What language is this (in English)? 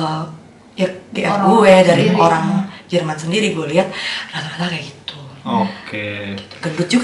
Indonesian